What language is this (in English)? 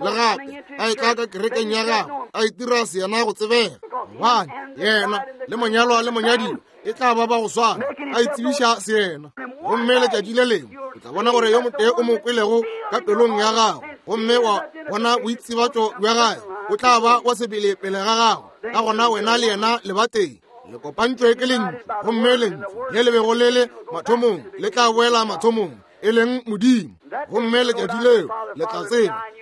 Northern Sotho